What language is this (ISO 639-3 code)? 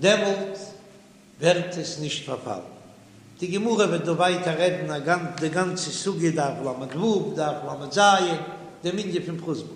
yid